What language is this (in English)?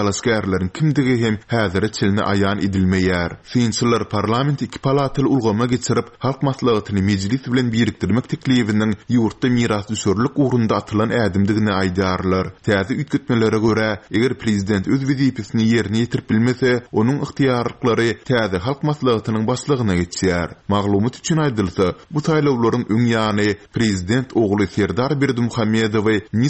Turkmen